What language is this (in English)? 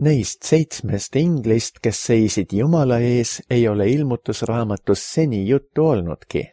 Estonian